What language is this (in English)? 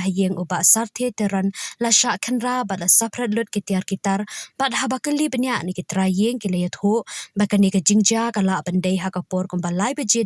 Khasi